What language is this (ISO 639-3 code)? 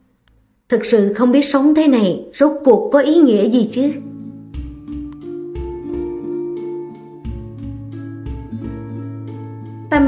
vie